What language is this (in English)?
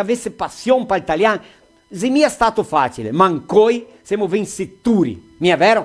Venetian